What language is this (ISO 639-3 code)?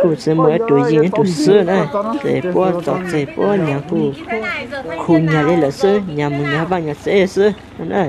hmn